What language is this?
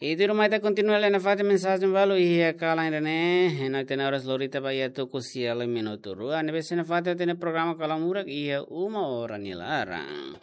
Tetum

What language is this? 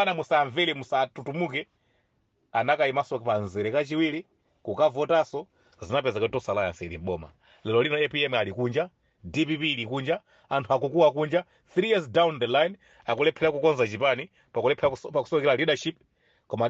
Nyanja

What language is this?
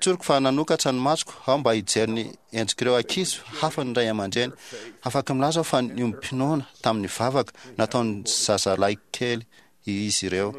Malagasy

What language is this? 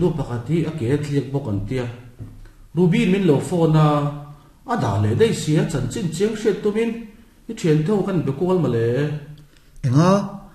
Mizo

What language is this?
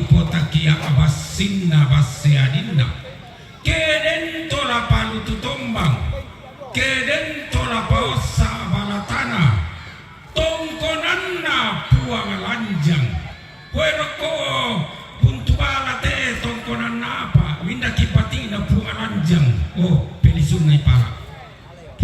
Toraja-Sa'dan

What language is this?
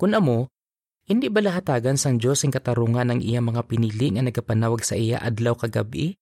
Hiligaynon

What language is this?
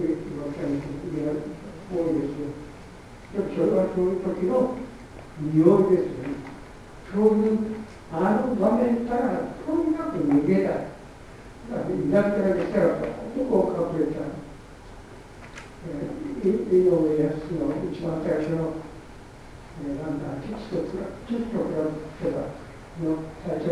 Japanese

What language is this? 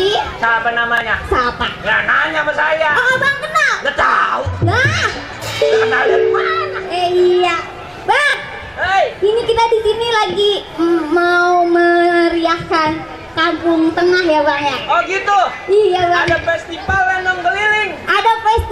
Betawi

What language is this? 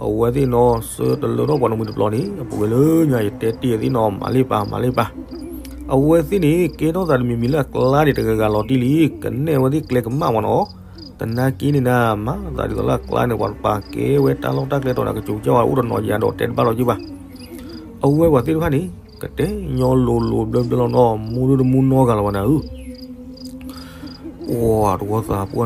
S'gaw Karen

